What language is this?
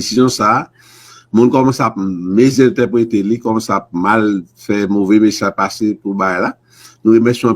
Haitian Creole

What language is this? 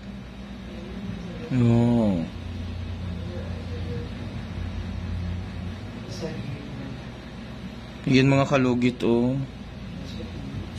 Filipino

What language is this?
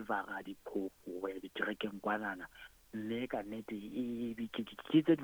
Southern Sotho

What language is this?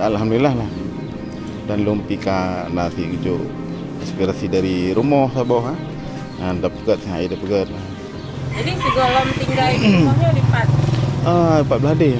Achinese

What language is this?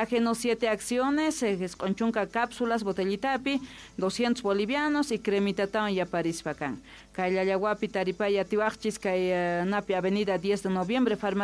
Quechua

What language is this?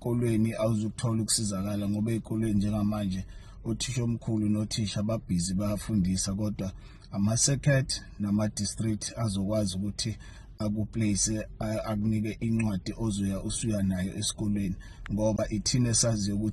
Zulu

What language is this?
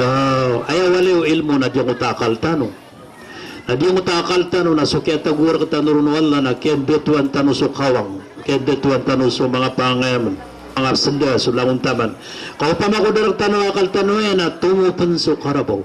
Maranao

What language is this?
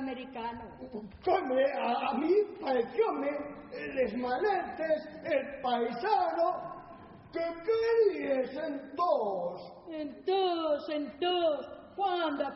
Asturian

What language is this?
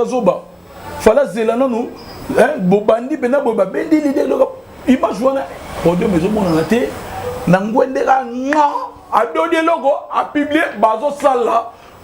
Lingala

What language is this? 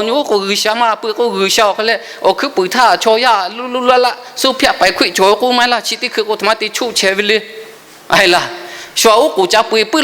Lahu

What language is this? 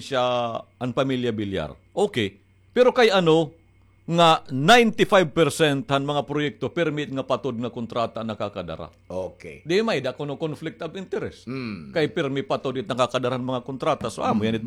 Waray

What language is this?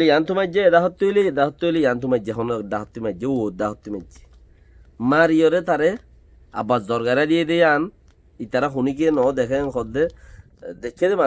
Rohingya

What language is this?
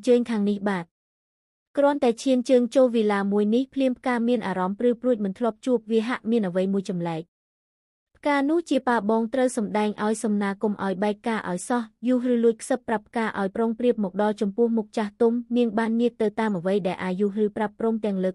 Khmer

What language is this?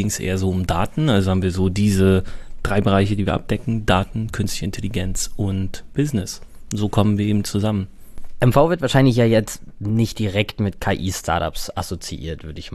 German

